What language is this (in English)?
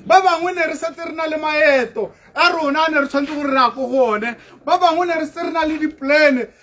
Tswana